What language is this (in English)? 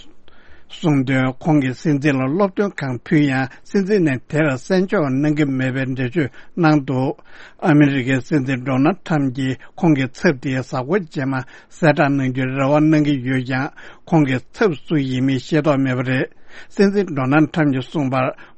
Tibetan